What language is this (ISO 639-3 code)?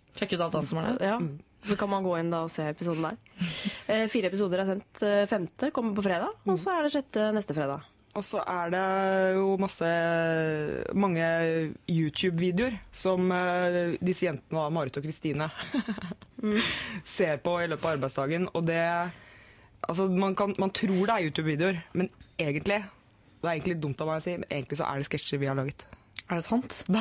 nor